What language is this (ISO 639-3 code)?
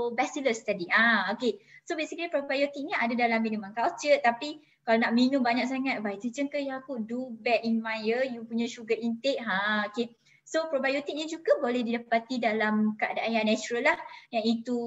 msa